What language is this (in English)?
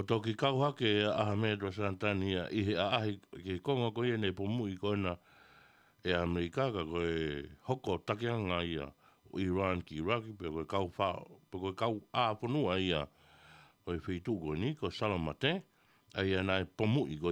Tongan